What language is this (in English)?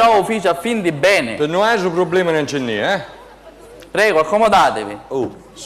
Sicilian